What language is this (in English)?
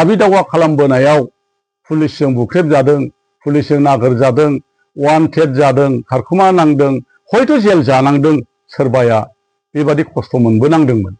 Bodo